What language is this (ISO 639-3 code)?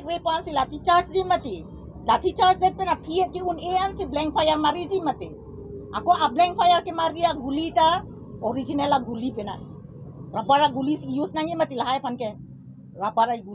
mjw